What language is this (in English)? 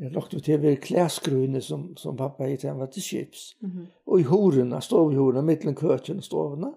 Faroese